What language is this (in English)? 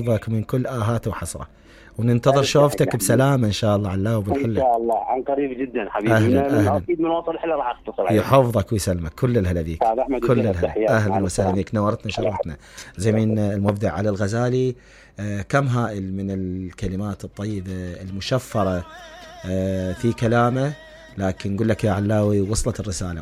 Mesopotamian Arabic